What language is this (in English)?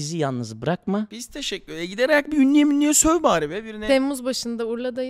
Turkish